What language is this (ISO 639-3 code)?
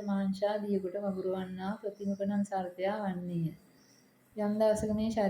sin